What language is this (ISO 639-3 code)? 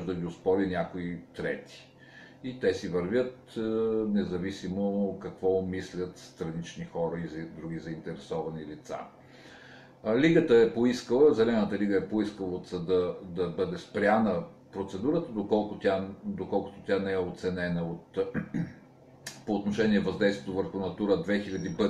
bul